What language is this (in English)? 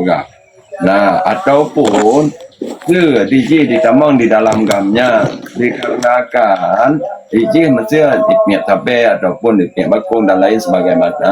Achinese